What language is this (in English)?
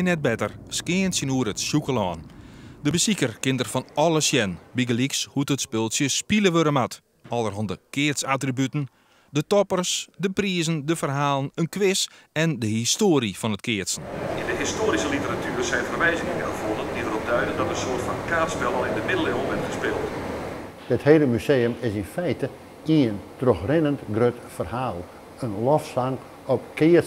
Western Frisian